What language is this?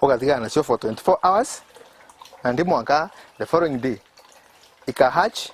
Meru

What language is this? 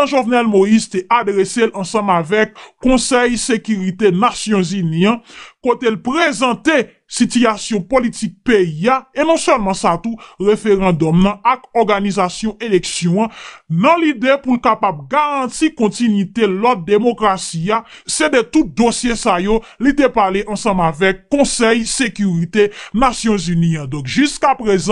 Haitian Creole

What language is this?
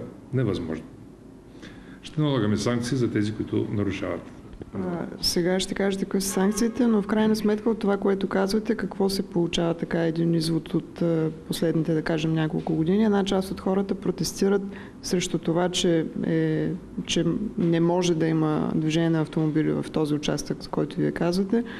Bulgarian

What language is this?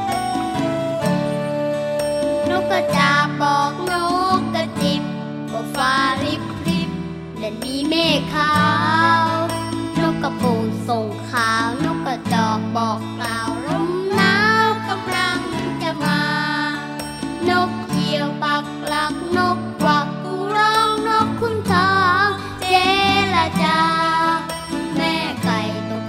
Thai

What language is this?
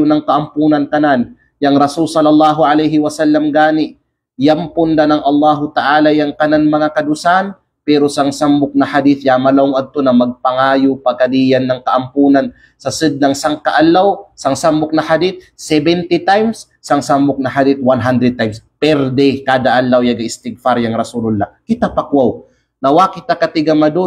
Kalagan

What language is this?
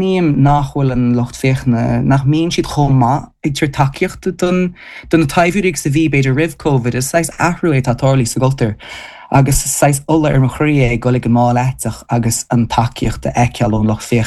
Irish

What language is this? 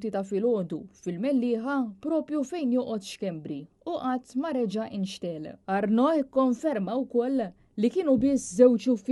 Maltese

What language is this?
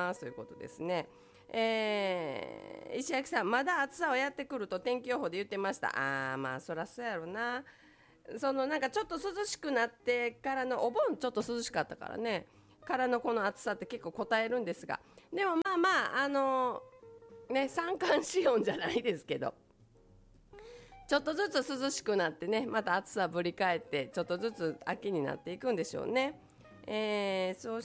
Japanese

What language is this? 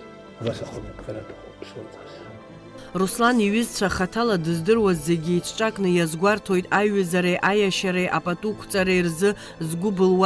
Abkhazian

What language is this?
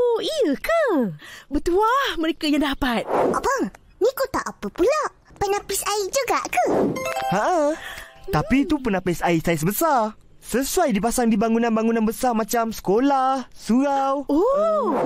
Malay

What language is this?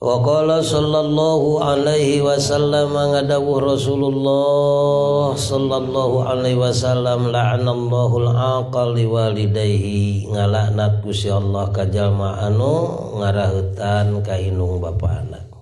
Sundanese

